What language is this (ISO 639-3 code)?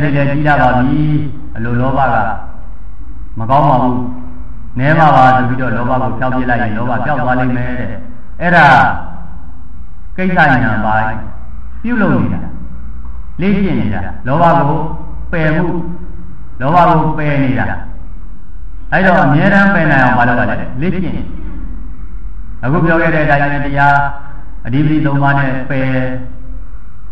mya